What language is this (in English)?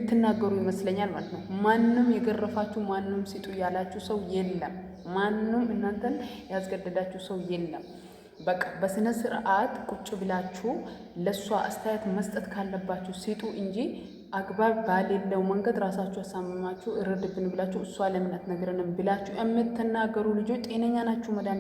Amharic